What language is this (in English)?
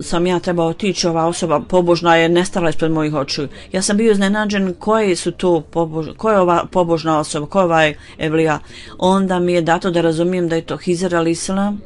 Bosnian